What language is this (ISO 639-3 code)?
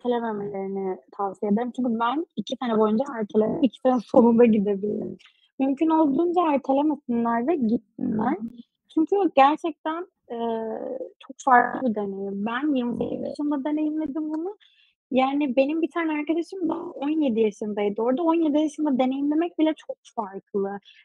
tur